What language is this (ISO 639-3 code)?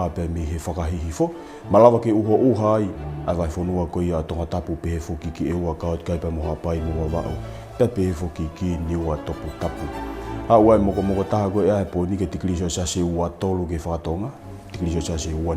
ton